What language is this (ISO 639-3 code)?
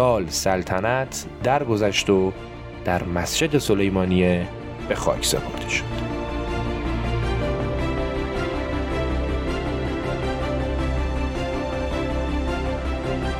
fas